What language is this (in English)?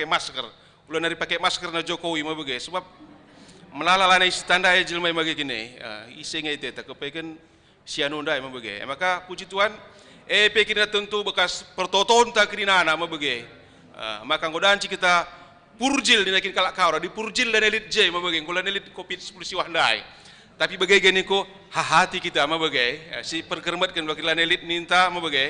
Batak Karo